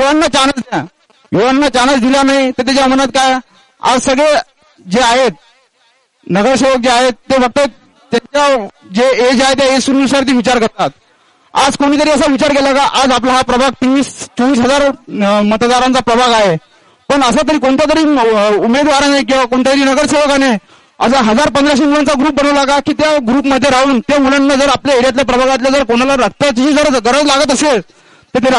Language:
Marathi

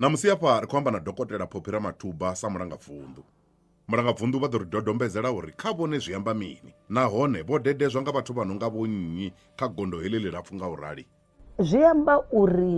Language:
Venda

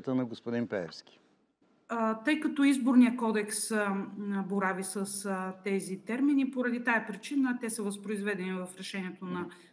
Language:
Bulgarian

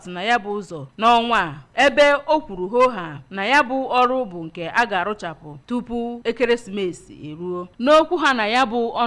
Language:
Igbo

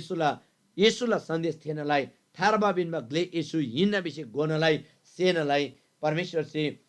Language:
Eastern Tamang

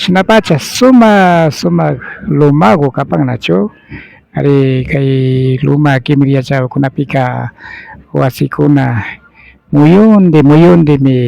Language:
Imbabura Highland Quichua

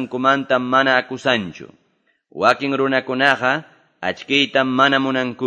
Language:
Quechua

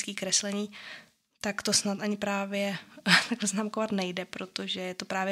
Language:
Czech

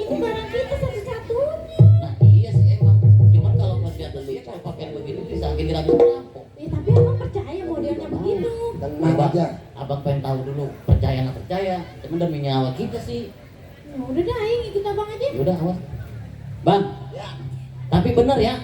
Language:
Betawi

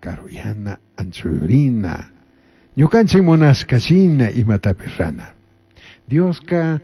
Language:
Chimborazo Highland Quichua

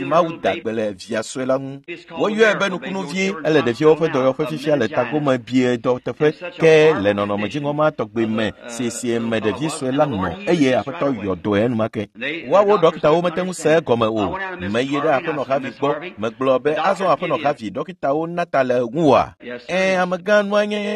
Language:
Ewe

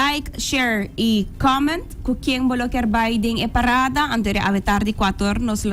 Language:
Papiamento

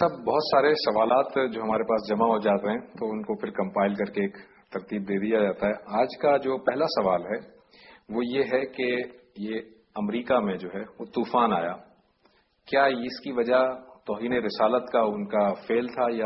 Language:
Urdu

